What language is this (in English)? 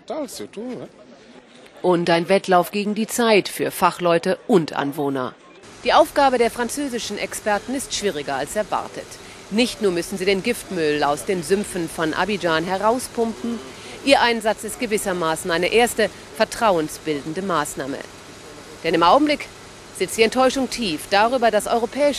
German